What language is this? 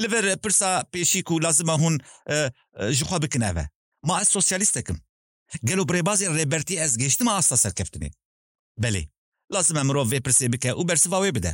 Kurdish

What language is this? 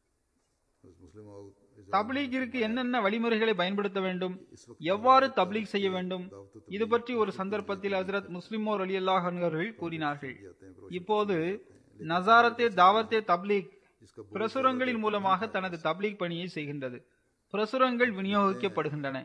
Tamil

